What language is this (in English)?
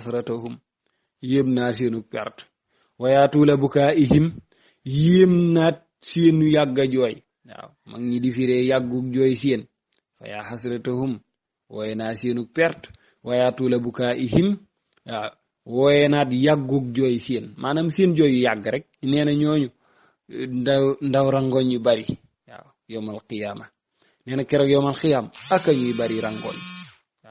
Wolof